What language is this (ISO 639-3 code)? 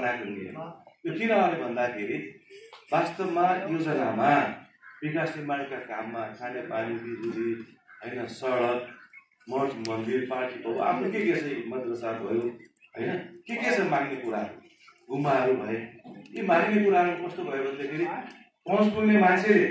nep